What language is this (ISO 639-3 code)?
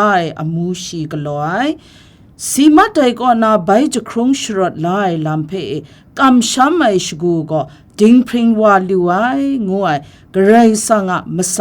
kac